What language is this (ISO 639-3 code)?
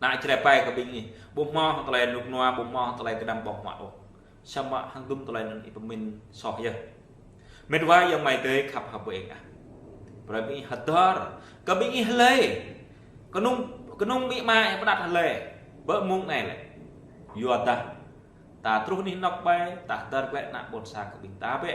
jra